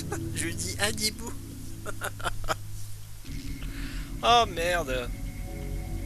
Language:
French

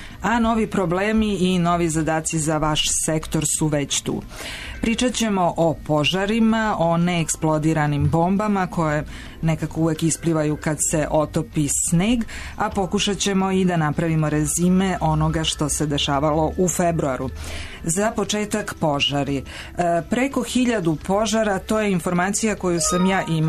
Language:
Serbian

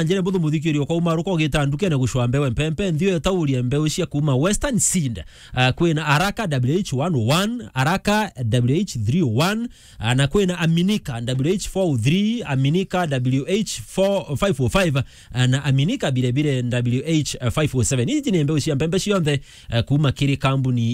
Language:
Meru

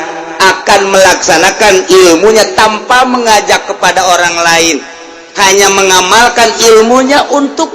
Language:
Sundanese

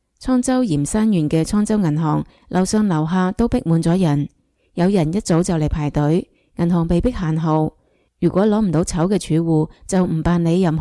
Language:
Cantonese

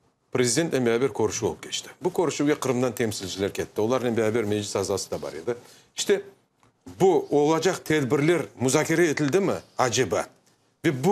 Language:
Crimean Tatar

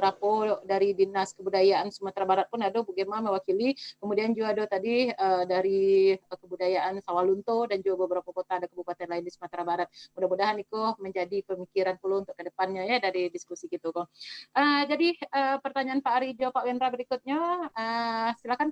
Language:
Minangkabau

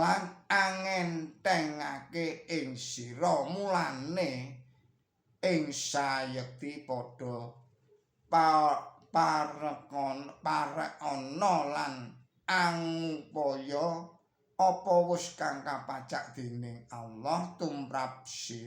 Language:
Javanese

